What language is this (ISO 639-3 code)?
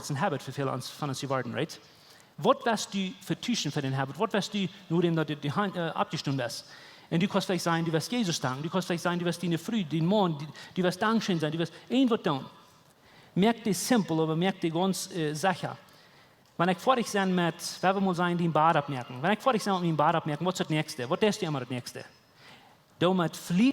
pdt